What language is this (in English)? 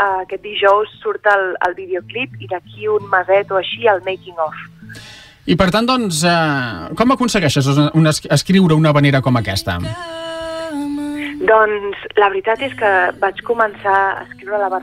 Catalan